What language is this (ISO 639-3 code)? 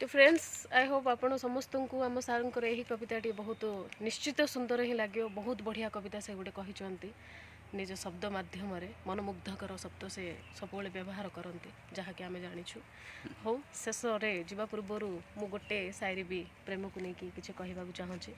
ori